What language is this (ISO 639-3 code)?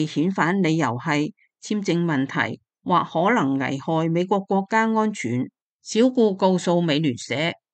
yue